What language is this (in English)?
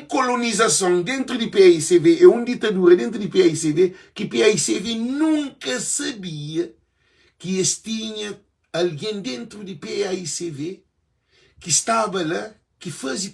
Kabuverdianu